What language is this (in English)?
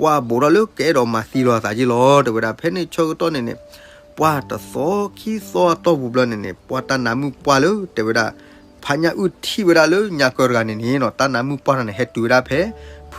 S'gaw Karen